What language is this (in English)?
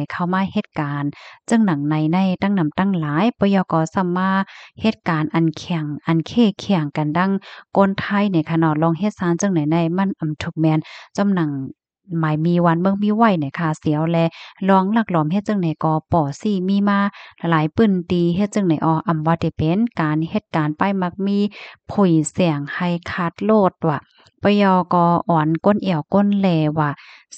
Shan